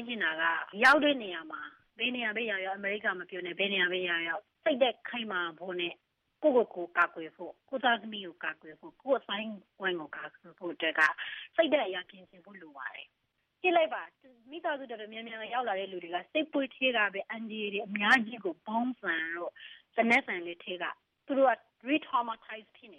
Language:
Burmese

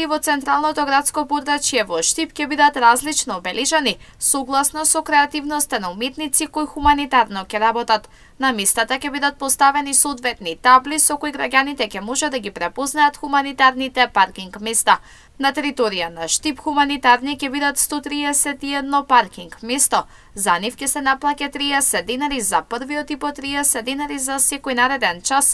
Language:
Macedonian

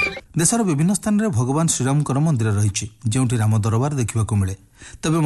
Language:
Odia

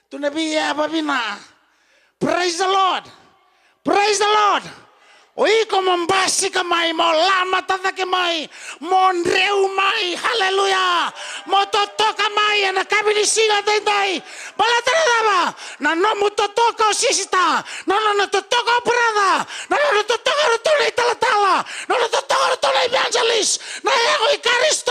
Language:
Fijian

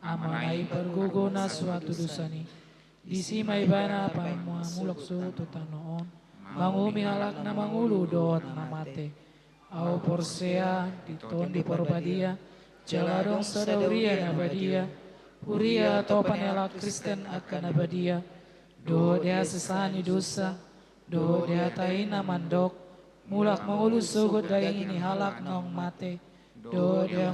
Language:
Batak Toba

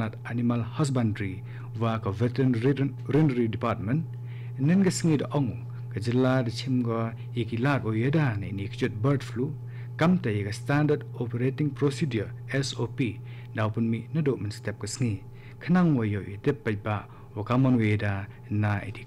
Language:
Khasi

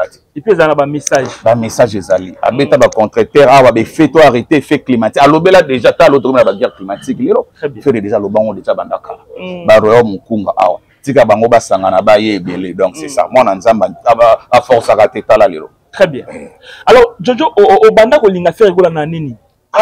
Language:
Lingala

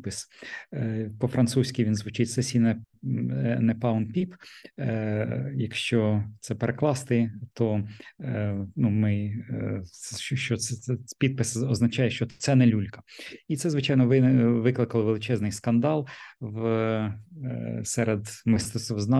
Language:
Ukrainian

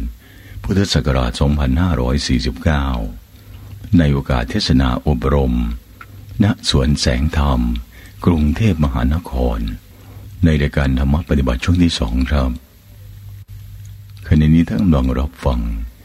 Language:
Thai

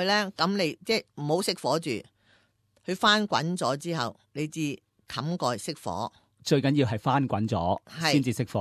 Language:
Cantonese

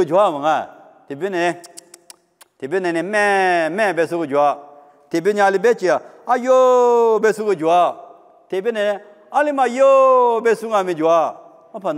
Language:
Lisu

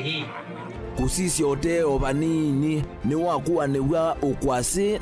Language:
Kamba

